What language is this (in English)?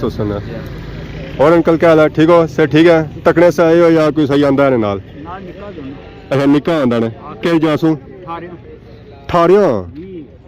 Pahari-Potwari